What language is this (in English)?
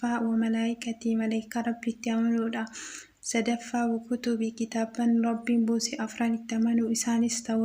Oromo